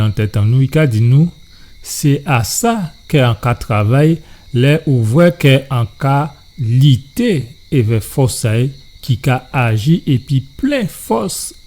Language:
Guadeloupean Creole French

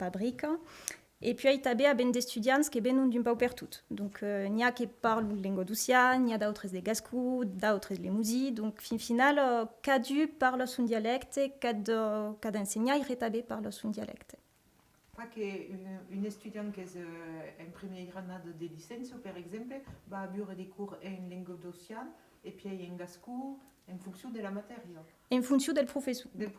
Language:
Occitan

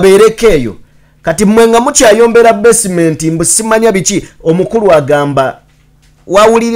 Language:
Ganda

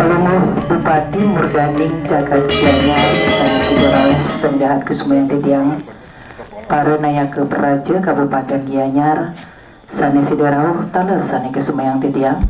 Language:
Balinese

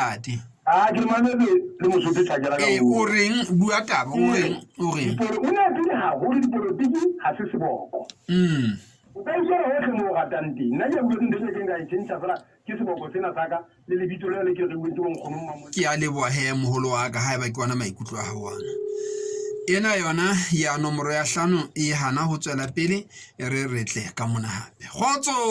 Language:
Southern Sotho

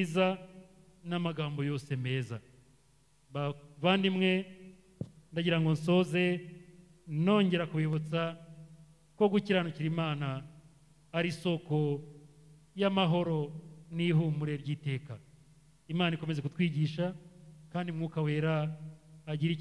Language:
Kinyarwanda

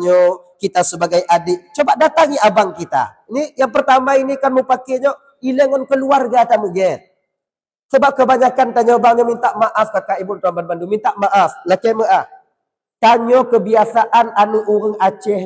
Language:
Achinese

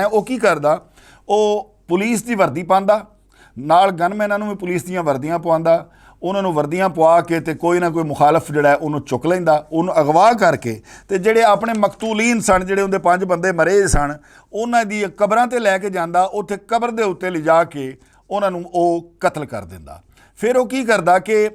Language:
Western Panjabi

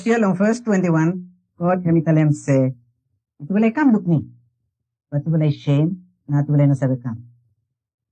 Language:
Bislama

